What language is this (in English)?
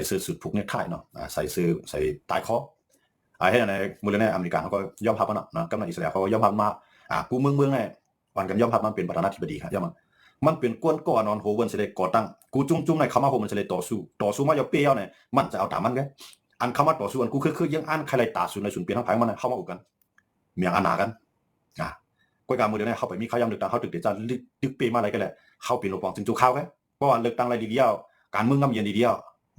Shan